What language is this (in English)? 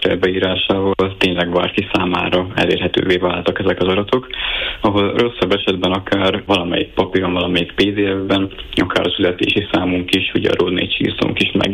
Hungarian